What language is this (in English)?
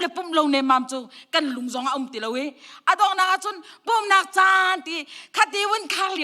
Hakha Chin